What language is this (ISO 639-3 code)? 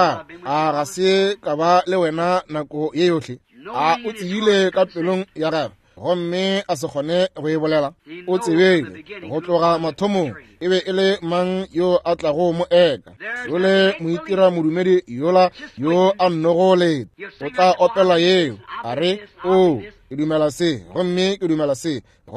nso